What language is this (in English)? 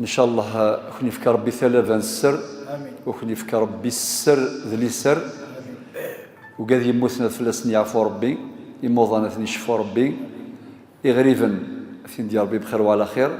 Kabyle